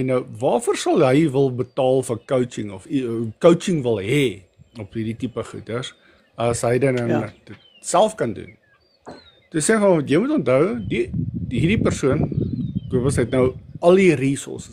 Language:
Afrikaans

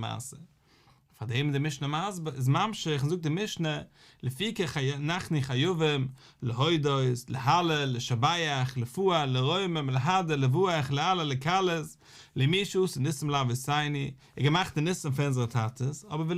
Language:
Yiddish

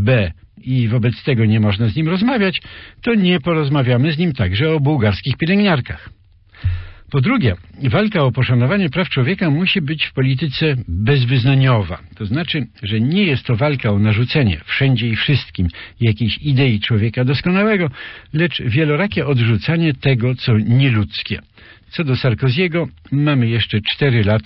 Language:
Polish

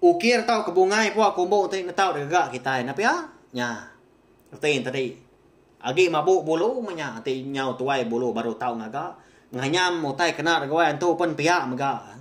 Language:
Iban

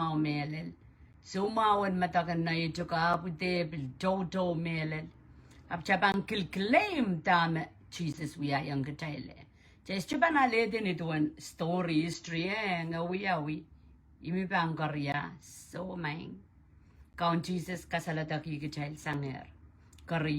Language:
Pohnpeian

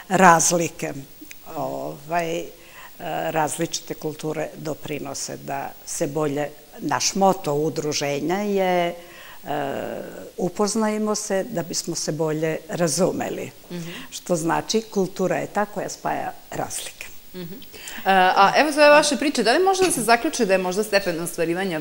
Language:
Serbian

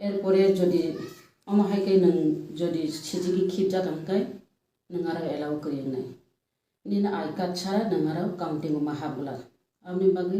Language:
Kok Borok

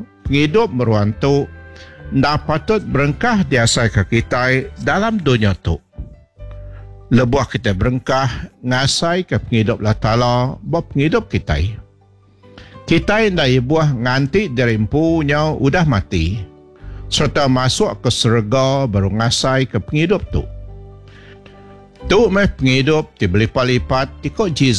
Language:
Iban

